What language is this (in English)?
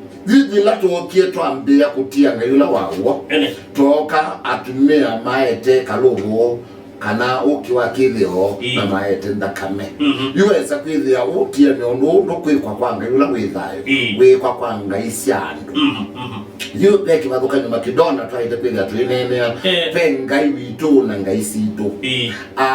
Kamba